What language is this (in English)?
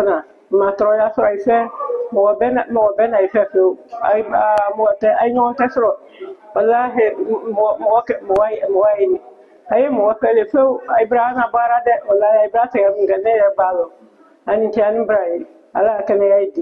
Bambara